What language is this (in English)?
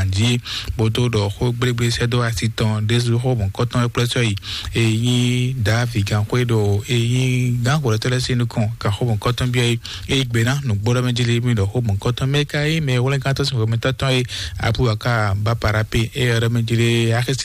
Fon